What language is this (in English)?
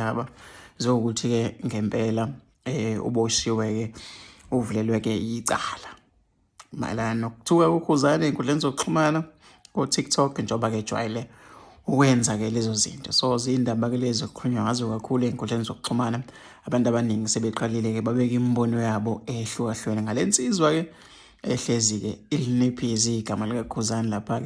Zulu